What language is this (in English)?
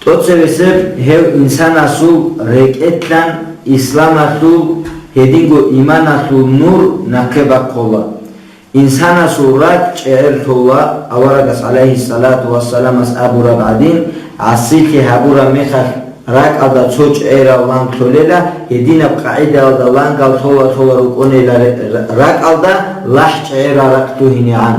Avaric